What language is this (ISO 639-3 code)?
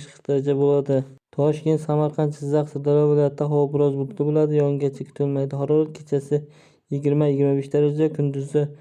uzb